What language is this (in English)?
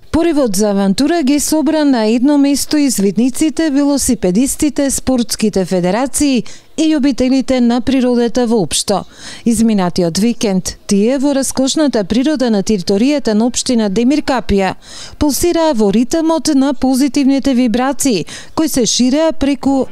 Macedonian